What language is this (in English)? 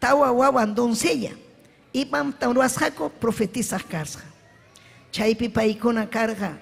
Ayacucho Quechua